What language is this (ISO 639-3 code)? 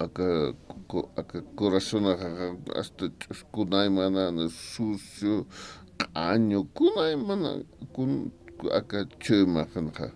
aym